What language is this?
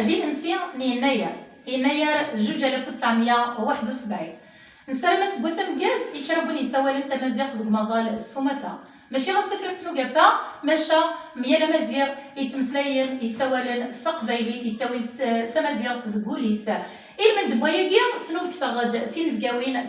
Kabyle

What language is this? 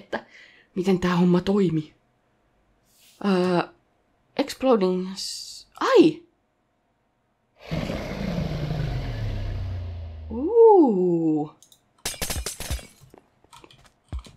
Finnish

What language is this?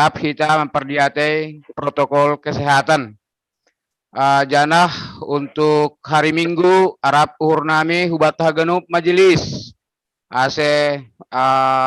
Batak Simalungun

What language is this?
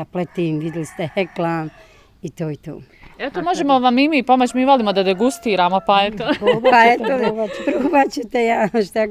Bosnian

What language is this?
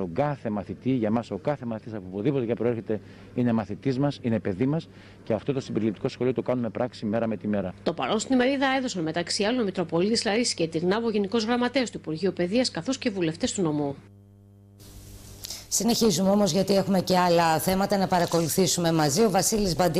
Greek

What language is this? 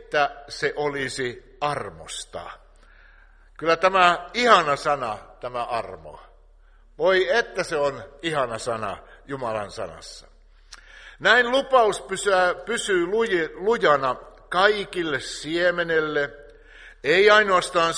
Finnish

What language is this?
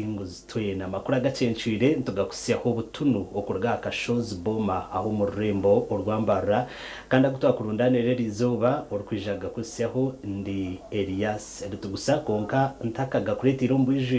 Nyankole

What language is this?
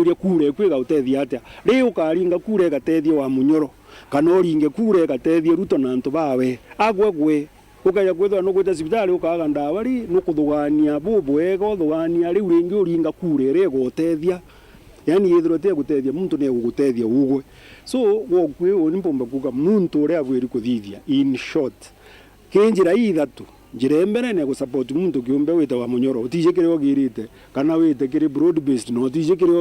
Meru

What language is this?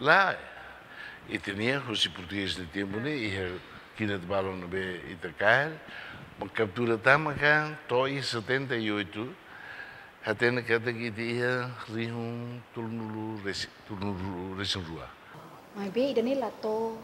Tetum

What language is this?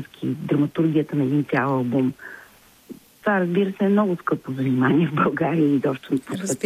Bulgarian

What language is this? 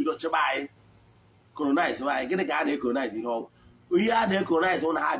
Igbo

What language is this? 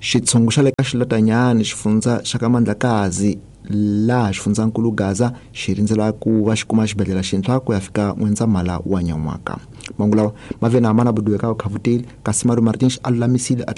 Tsonga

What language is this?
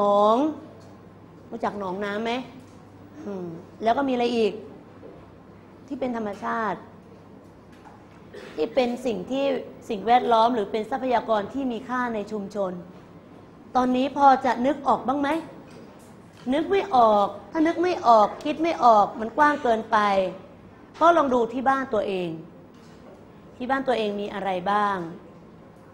Thai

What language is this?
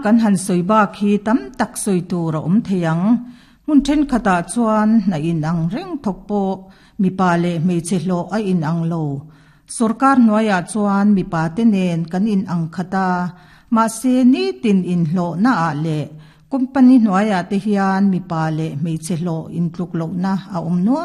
Mizo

